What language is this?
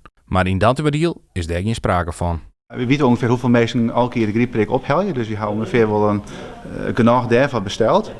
Western Frisian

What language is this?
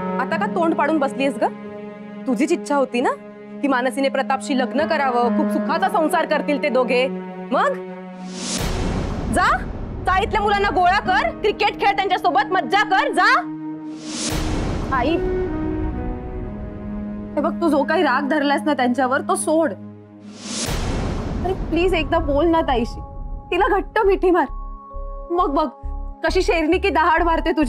Marathi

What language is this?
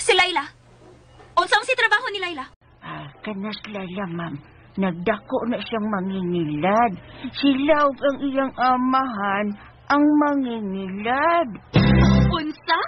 Cebuano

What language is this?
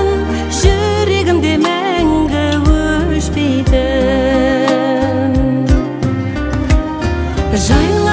Kazakh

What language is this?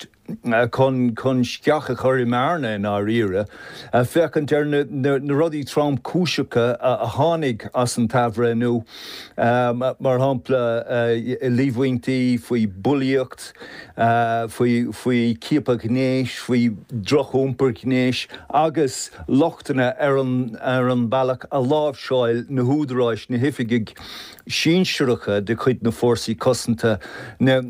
Irish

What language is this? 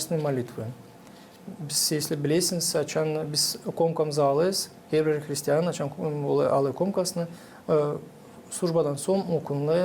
Gagauz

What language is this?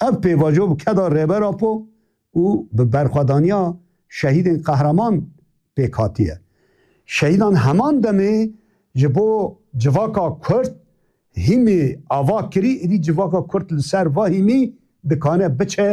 Kurdish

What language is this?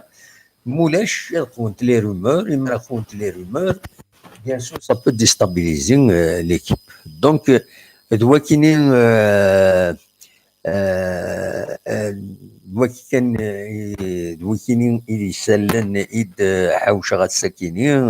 Kabyle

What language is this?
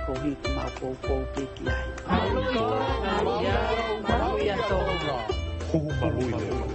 Tongan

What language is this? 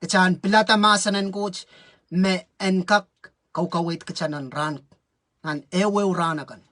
Pohnpeian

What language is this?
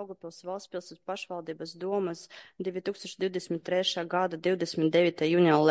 Latvian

